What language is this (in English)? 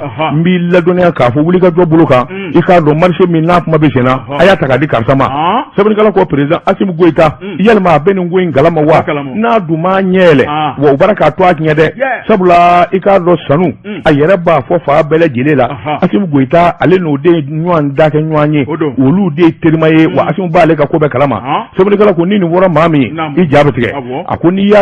Bambara